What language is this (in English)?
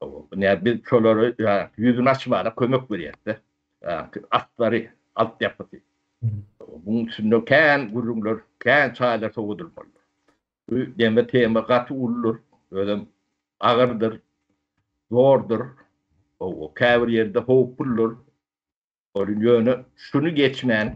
Turkmen